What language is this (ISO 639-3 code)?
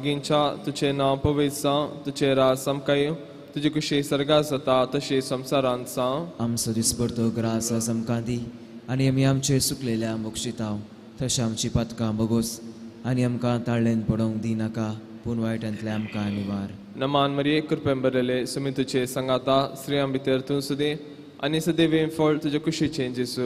kok